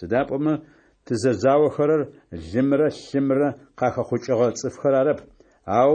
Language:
Adyghe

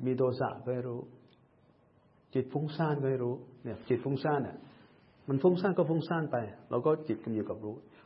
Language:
Thai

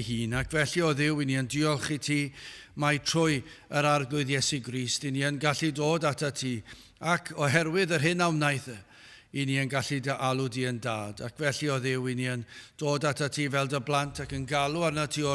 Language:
Welsh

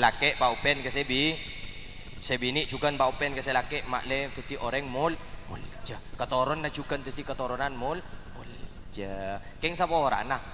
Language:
Madurese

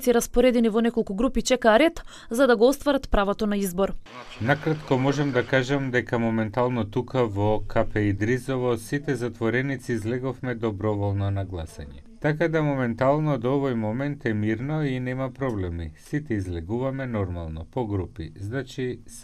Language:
Macedonian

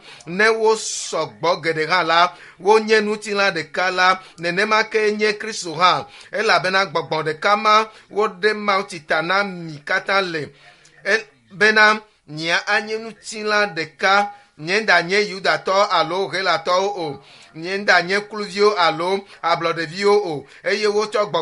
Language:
Ewe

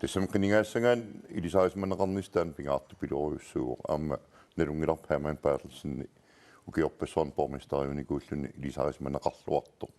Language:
Kalaallisut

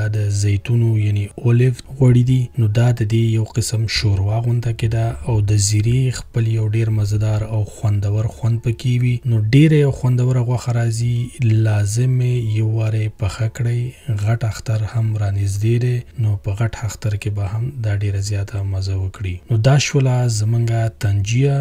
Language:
Pashto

